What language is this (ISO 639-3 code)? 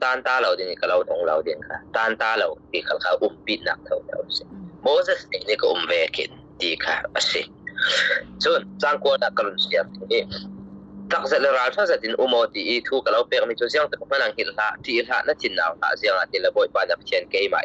cfm